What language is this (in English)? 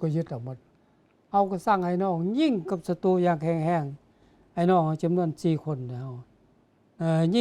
Lao